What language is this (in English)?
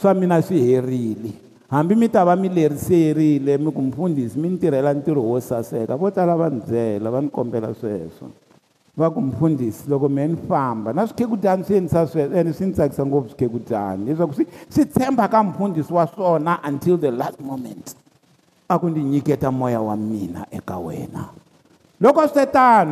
Tsonga